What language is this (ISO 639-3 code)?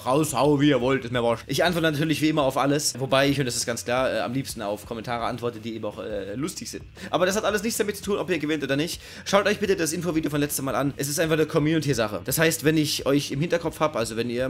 deu